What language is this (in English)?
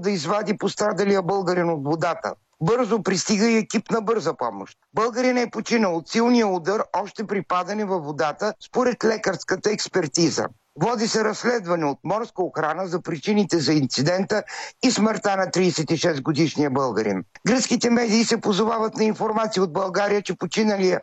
Bulgarian